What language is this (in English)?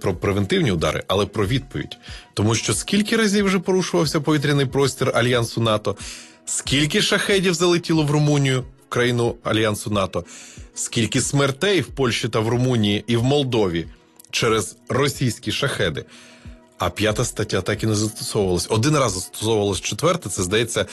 Ukrainian